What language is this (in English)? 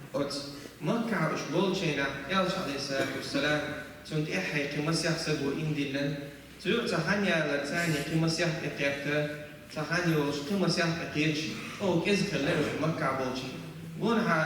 Chechen